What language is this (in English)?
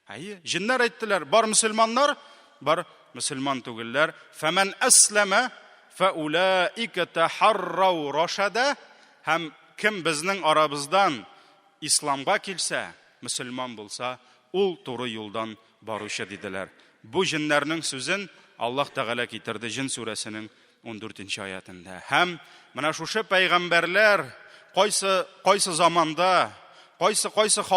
Tatar